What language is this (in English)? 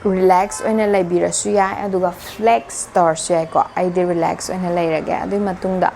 Manipuri